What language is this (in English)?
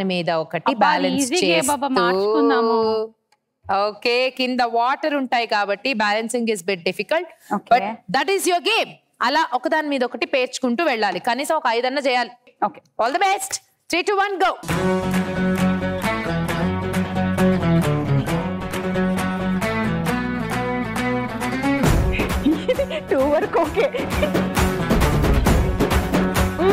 Telugu